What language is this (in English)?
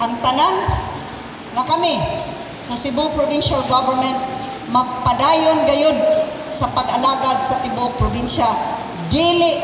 Cebuano